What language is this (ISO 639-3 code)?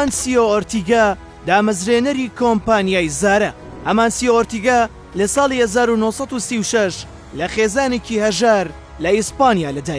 ckb